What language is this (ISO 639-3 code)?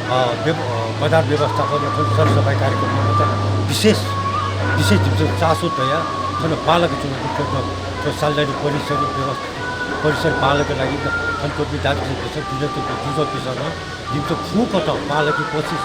new